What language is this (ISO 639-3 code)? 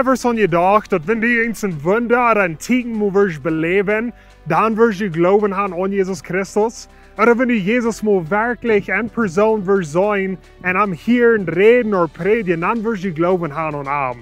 pdt